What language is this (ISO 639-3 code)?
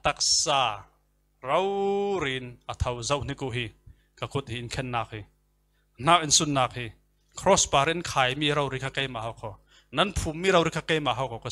cfm